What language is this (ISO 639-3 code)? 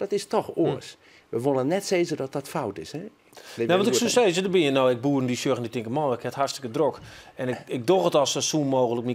fry